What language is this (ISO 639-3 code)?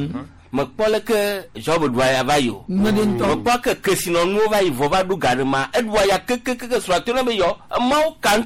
gej